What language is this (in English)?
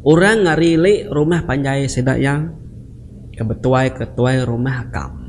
Iban